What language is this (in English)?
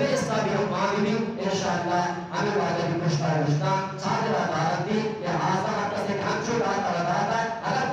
Eastern Balochi